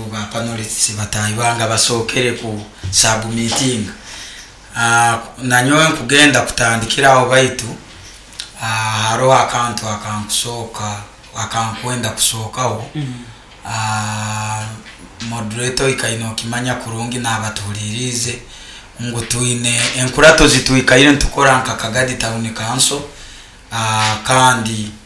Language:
Nyoro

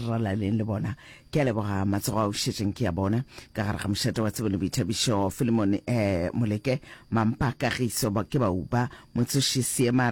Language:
Northern Sotho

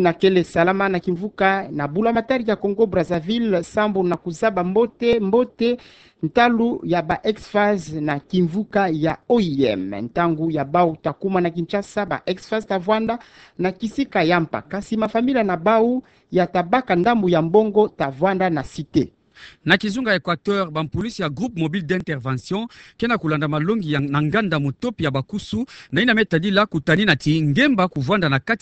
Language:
Kituba (Democratic Republic of Congo)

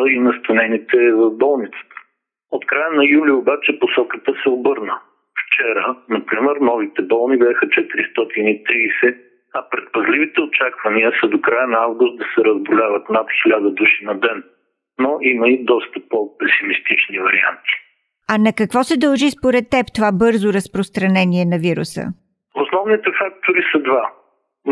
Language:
Bulgarian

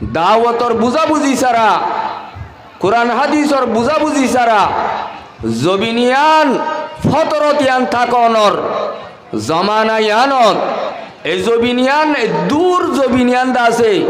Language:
Rohingya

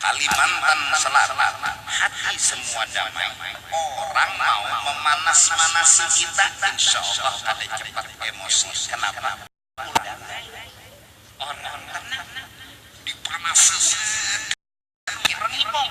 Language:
Banjar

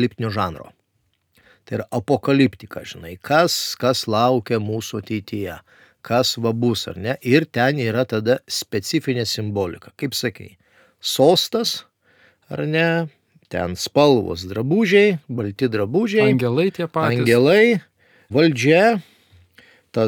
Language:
Lithuanian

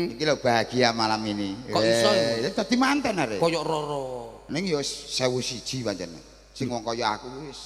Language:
Javanese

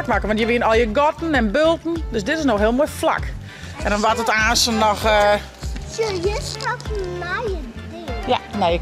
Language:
Western Frisian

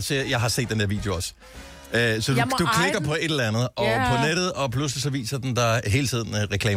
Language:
Danish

